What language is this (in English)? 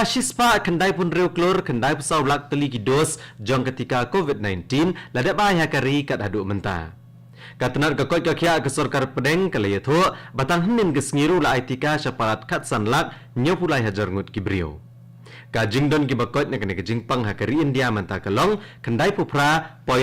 Khasi